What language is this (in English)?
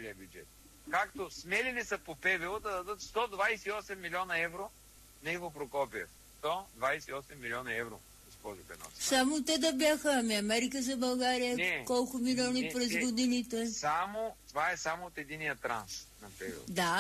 Bulgarian